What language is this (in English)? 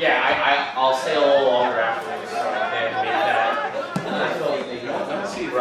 English